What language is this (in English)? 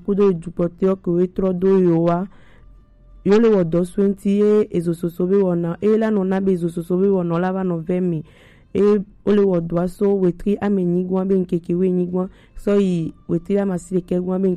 Gen